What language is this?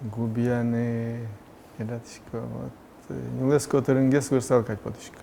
Udmurt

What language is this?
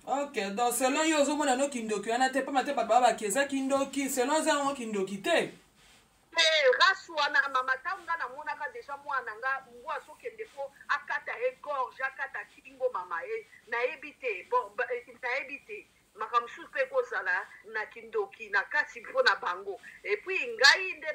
Lingala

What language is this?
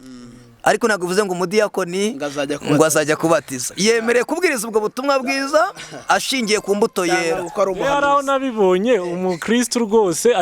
Kinyarwanda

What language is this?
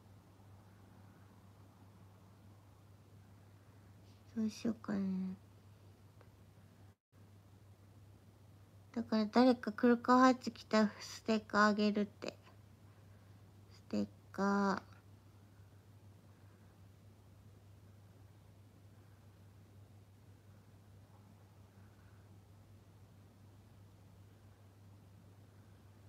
Japanese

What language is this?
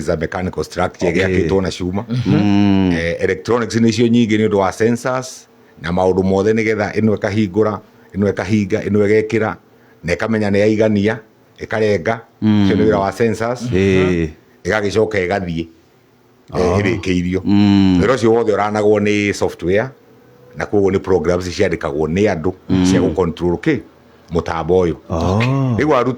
Kikuyu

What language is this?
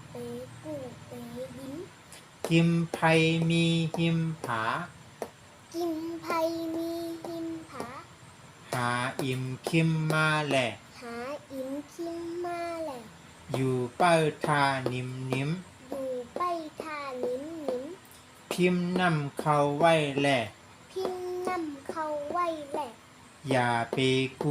Shan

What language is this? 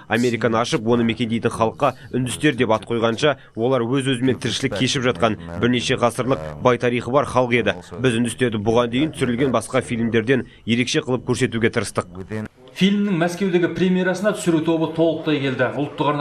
Kazakh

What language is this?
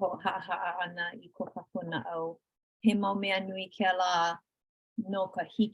Hawaiian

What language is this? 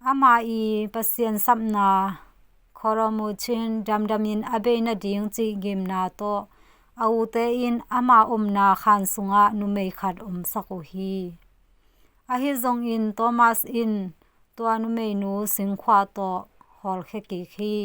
Tedim Chin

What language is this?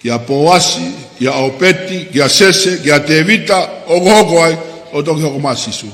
Tongan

